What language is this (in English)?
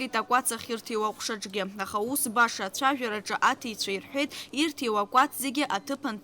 Abkhazian